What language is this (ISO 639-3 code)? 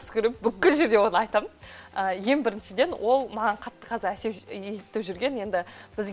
kaz